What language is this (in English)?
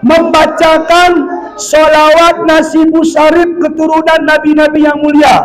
Batak Alas-Kluet